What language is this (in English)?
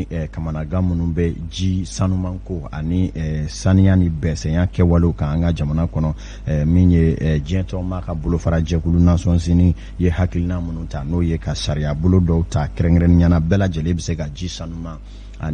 Bambara